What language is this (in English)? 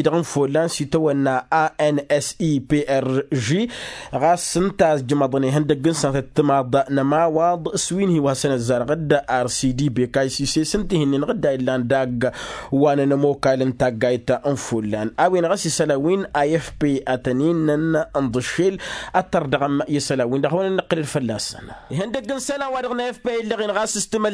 Tamasheq